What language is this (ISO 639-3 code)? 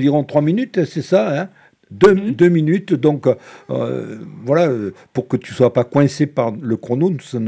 fra